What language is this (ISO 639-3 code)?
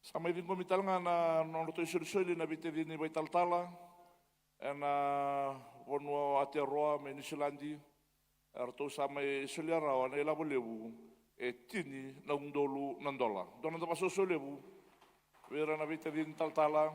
fij